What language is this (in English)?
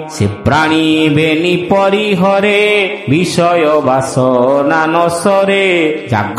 Odia